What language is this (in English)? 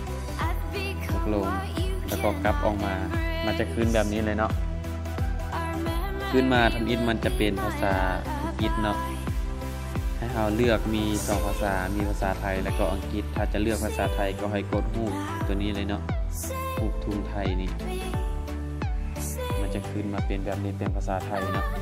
Lao